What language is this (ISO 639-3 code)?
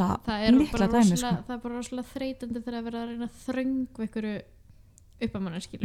isl